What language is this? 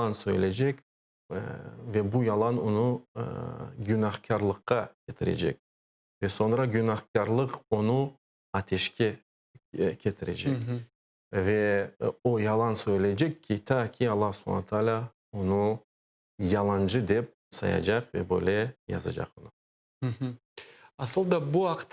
Crimean Tatar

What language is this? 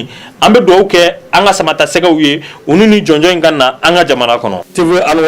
Bambara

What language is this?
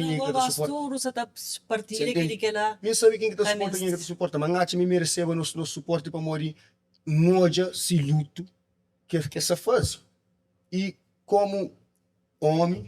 Kabuverdianu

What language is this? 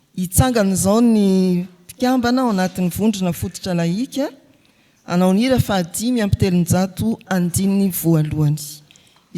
Malagasy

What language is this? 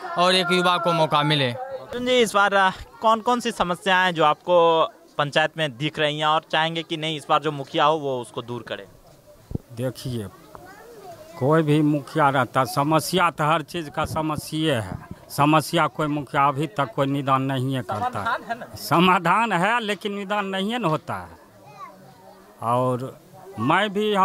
Hindi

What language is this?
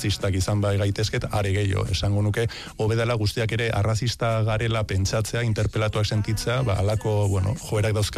Basque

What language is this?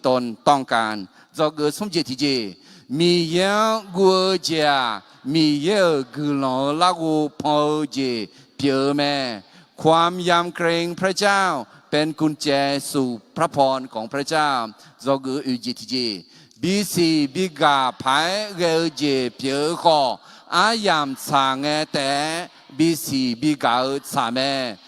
Akha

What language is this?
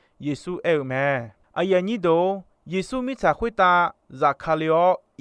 Akha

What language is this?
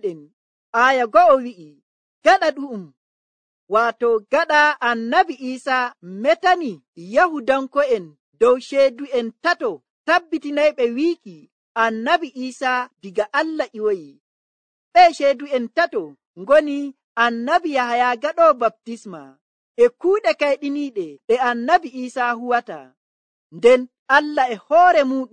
Nigerian Fulfulde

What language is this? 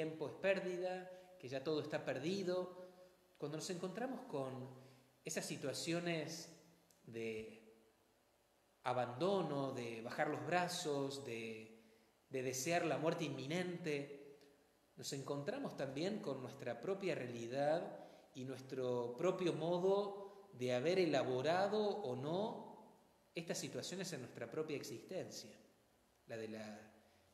Spanish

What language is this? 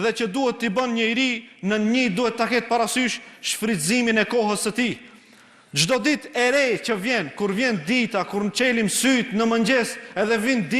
Albanian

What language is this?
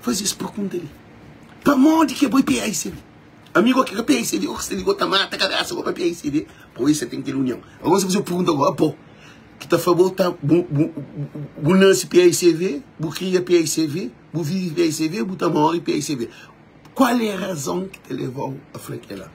Kabuverdianu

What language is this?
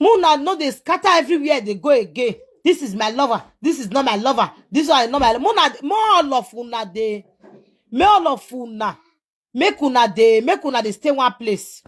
Nigerian Pidgin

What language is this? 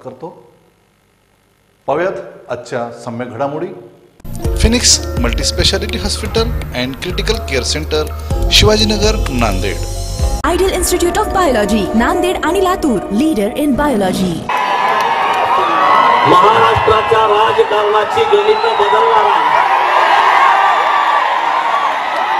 Marathi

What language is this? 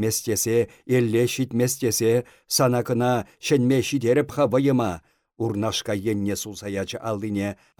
Chuvash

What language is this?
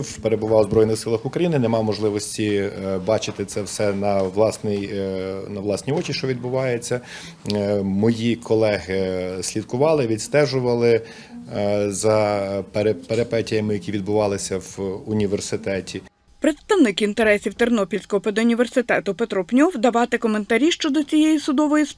Ukrainian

